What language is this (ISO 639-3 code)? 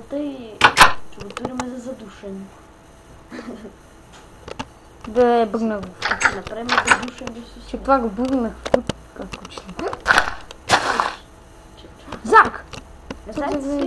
bul